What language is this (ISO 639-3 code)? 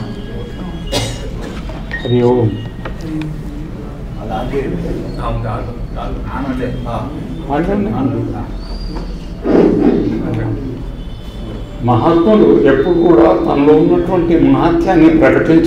tel